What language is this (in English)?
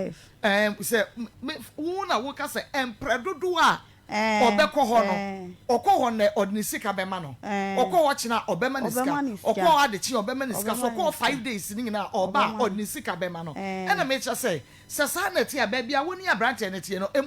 Akan